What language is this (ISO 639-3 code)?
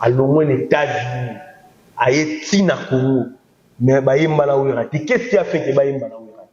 lin